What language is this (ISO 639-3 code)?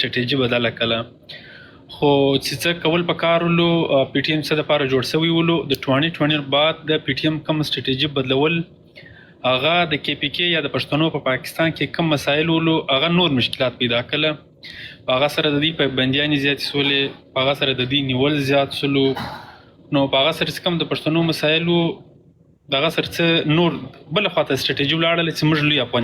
pus